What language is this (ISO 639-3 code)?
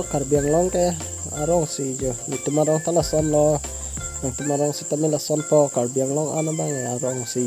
mjw